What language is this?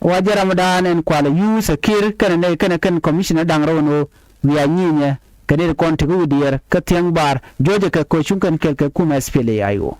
Nuer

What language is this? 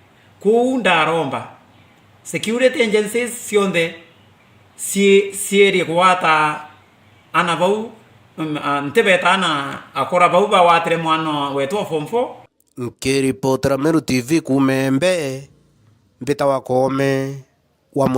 Meru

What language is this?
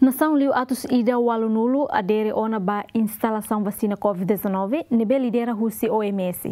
Tetum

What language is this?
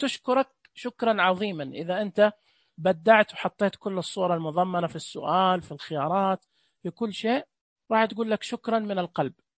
Najdi Arabic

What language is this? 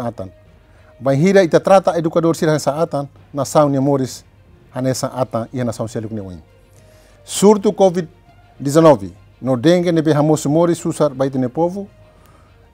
Tetum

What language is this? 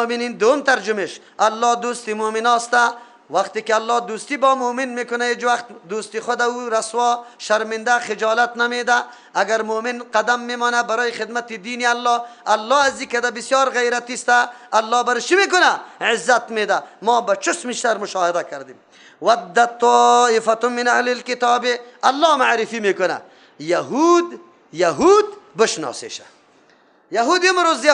Persian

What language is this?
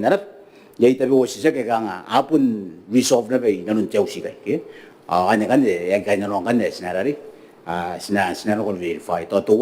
Gilbertese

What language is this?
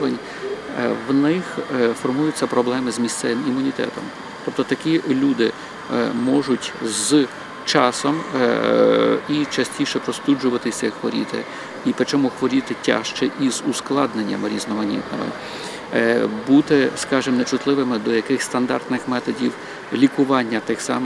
Ukrainian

